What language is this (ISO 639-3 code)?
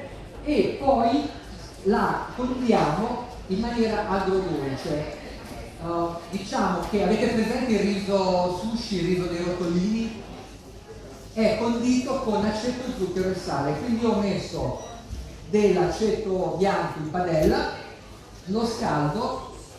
ita